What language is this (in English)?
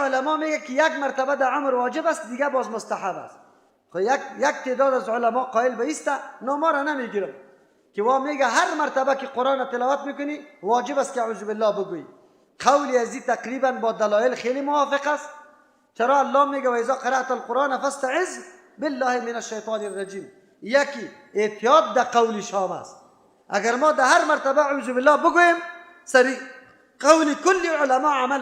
Persian